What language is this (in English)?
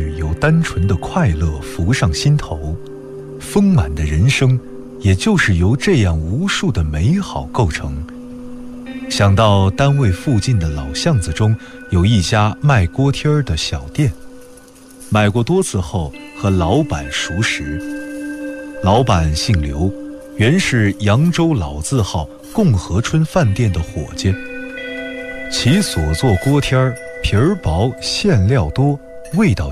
Chinese